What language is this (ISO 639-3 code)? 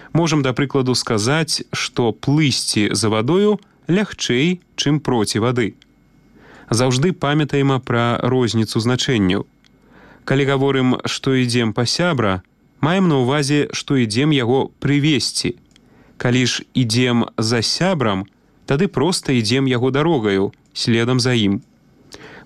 bel